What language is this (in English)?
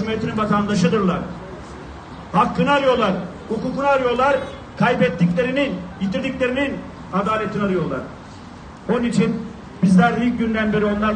Turkish